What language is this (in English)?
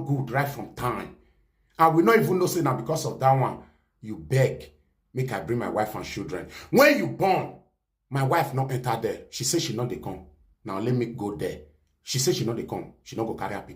Nigerian Pidgin